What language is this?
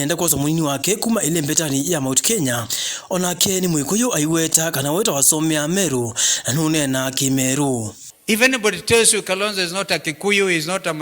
Kamba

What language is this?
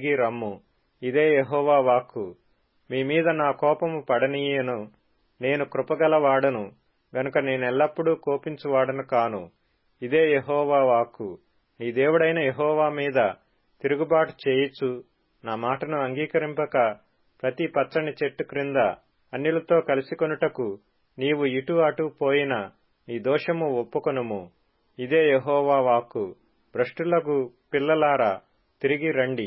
Telugu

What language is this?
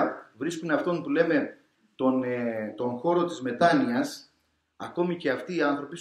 Greek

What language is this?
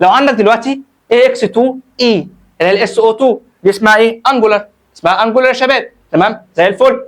Egyptian Arabic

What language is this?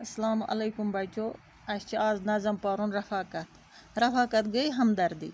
Kashmiri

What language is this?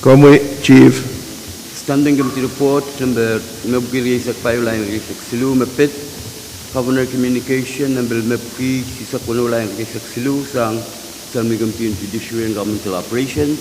Pohnpeian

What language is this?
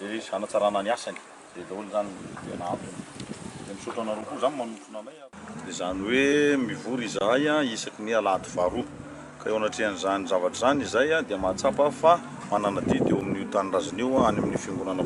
Malagasy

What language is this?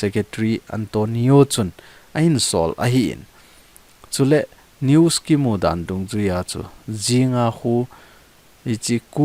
Thado Chin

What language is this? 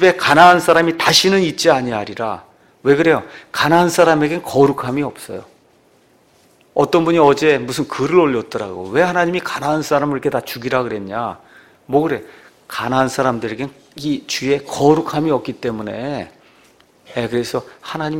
Korean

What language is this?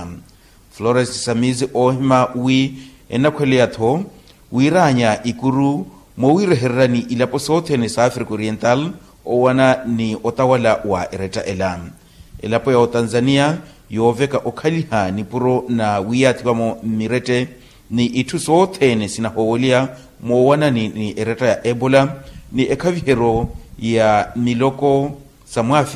Makhuwa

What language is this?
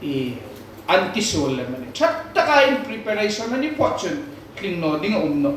Hmar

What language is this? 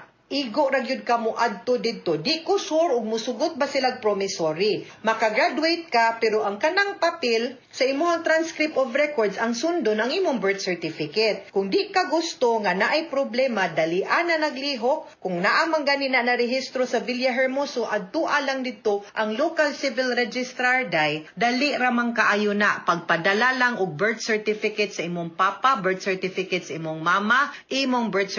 Cebuano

